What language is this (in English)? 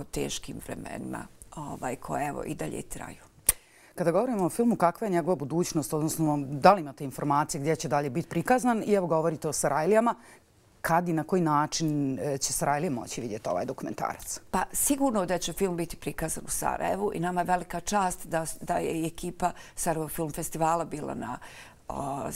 Bosnian